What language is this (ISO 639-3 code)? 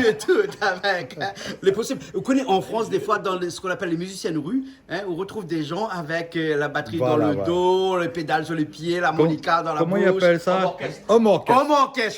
rcf